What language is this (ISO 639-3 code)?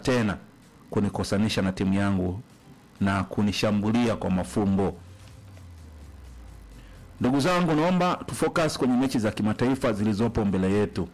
swa